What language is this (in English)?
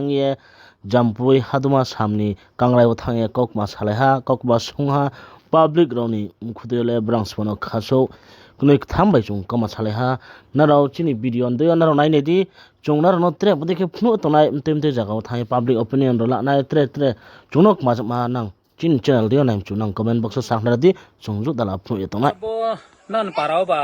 Riang (India)